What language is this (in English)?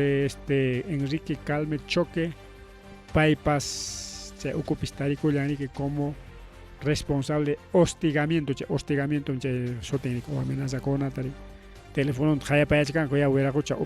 Ayacucho Quechua